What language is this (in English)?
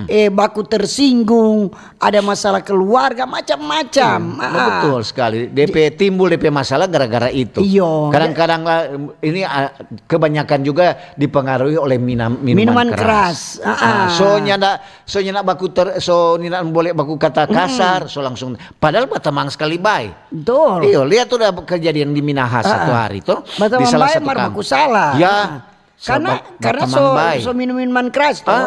Manado Malay